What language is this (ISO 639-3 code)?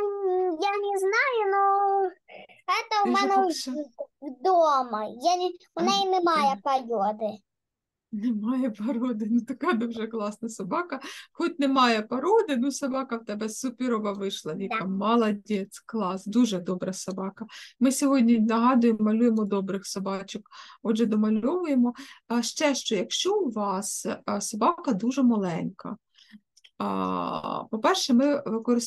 ukr